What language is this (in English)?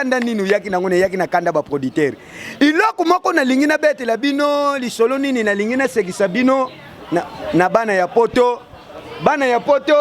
Lingala